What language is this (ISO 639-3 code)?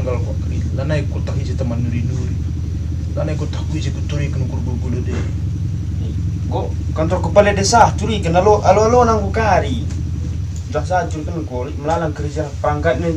btx